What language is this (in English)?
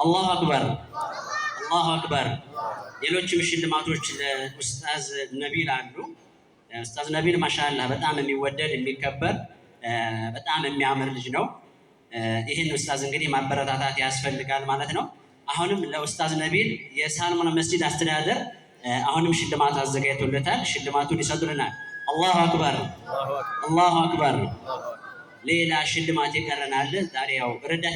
Amharic